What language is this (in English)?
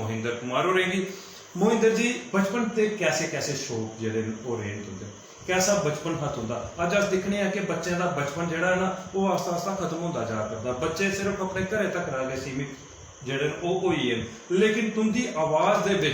Dogri